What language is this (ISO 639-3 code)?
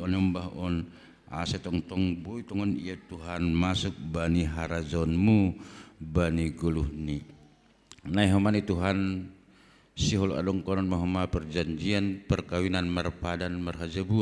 bts